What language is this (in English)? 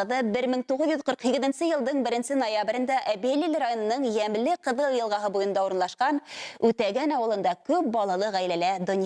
Bashkir